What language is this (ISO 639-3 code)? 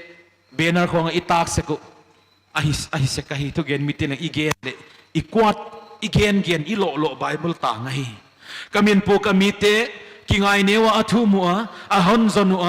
pck